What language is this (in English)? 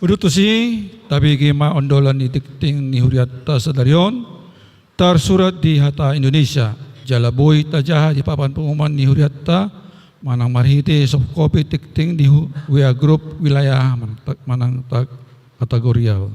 Batak Toba